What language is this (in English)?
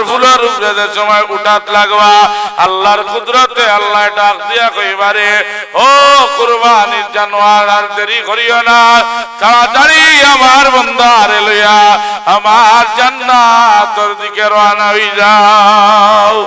Sylheti